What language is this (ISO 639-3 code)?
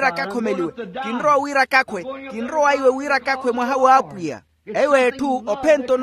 vmw